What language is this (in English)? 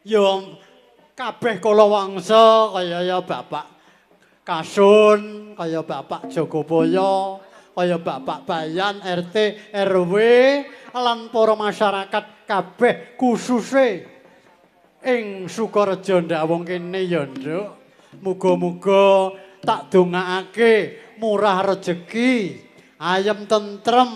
Javanese